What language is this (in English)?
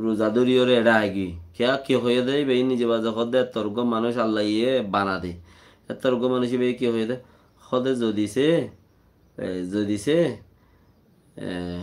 Rohingya